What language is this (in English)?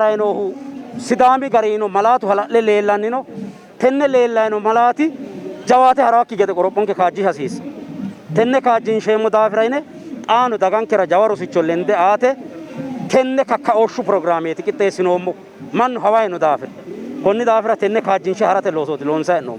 Sidamo